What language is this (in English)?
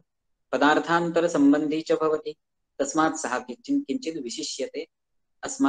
Sanskrit